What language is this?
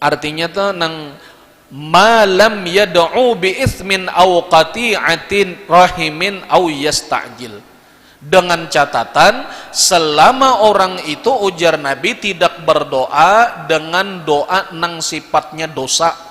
Banjar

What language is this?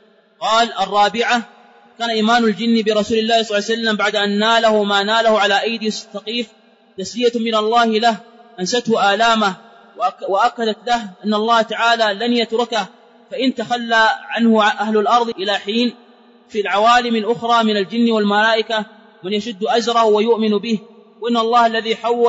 Arabic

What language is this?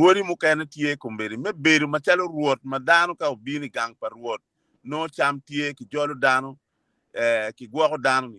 Acoli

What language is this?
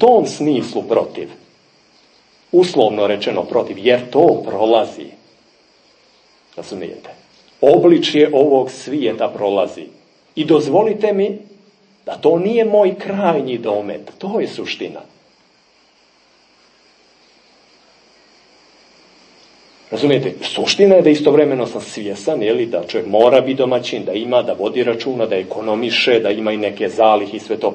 Serbian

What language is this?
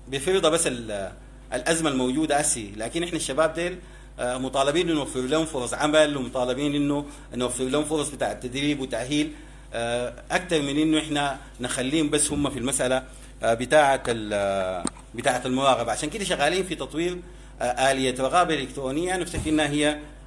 Sudanese Arabic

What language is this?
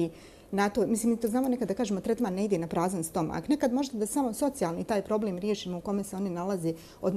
Bosnian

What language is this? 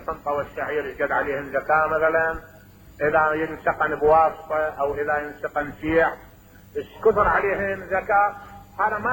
Mesopotamian Arabic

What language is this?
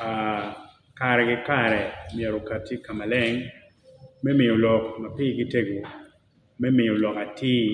Acoli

